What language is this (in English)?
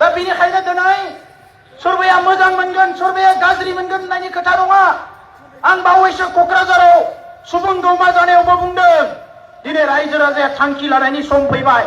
Bodo